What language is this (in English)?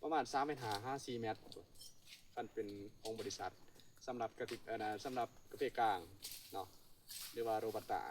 Lao